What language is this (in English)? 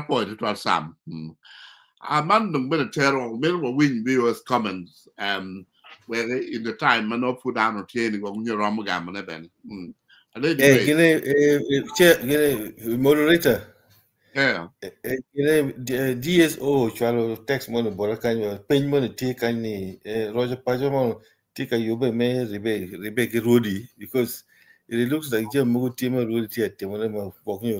Acoli